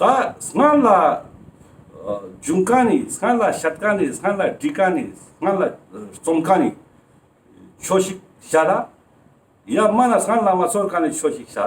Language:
Ladakhi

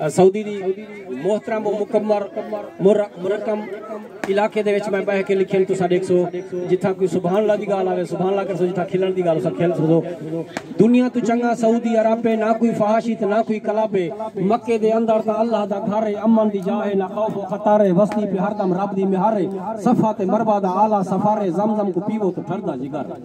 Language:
Saraiki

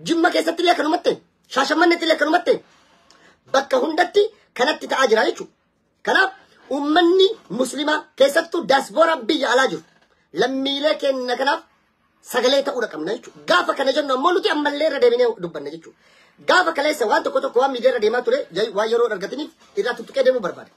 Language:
Oromo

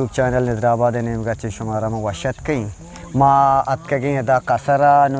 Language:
Eastern Balochi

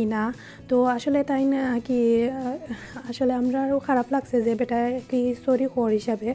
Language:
Sylheti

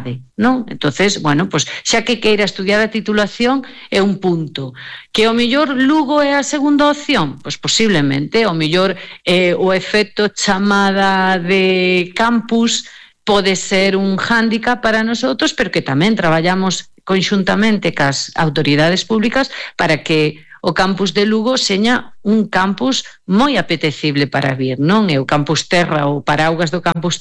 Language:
Galician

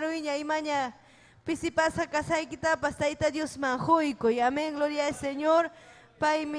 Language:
Ayacucho Quechua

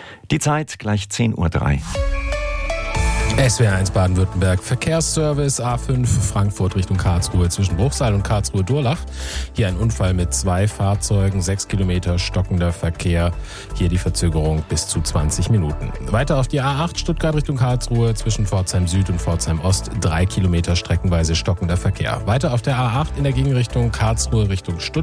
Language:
German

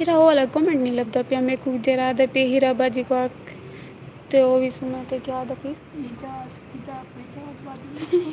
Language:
Saraiki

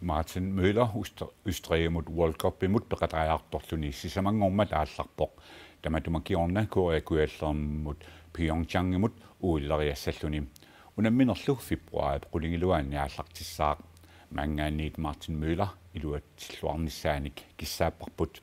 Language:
Kalaallisut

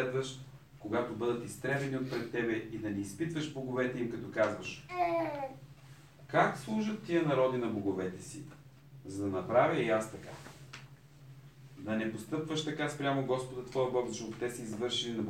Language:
Bulgarian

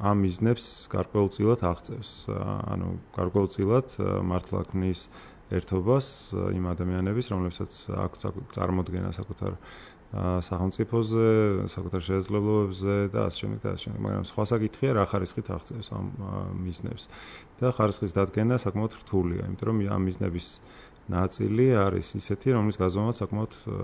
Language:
Georgian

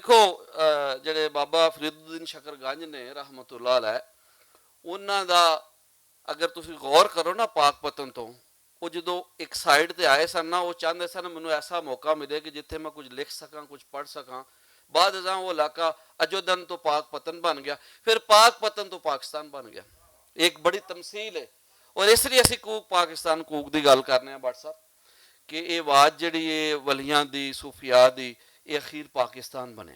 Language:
Western Panjabi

